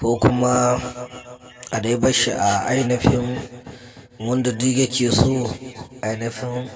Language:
Hausa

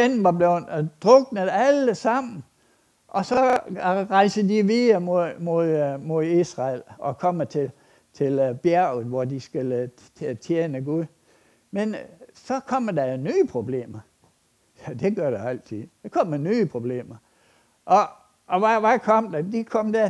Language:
Danish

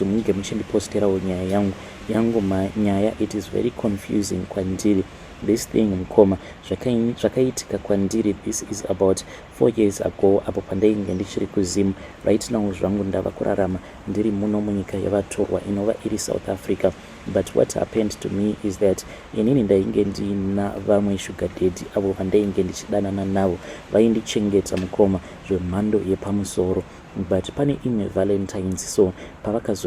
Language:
Shona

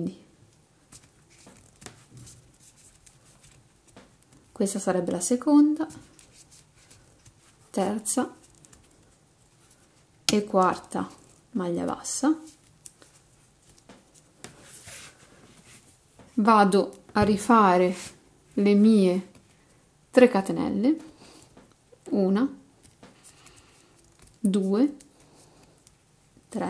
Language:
Italian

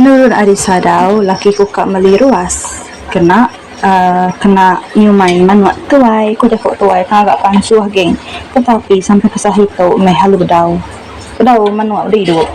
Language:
Iban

